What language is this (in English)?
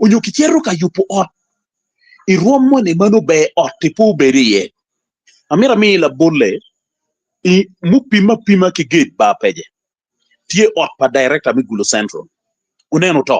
Acoli